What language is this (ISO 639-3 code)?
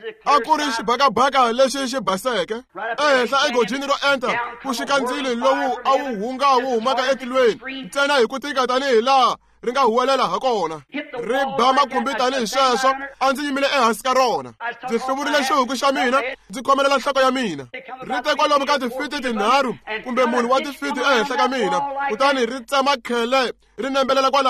tso